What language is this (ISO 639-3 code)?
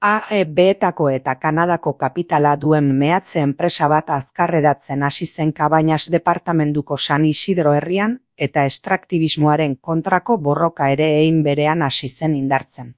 eus